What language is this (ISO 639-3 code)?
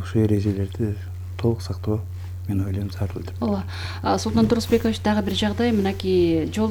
kir